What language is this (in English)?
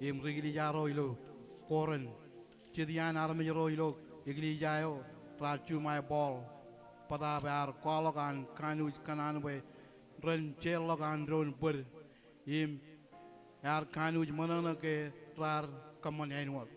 Marshallese